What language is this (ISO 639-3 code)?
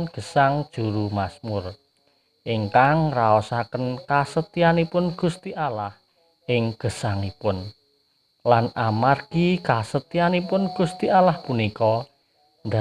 jav